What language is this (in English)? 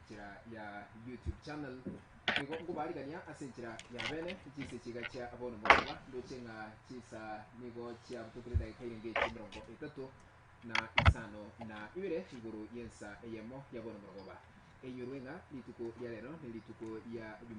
Gusii